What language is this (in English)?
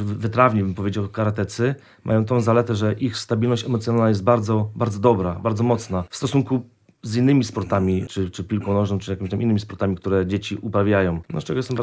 Polish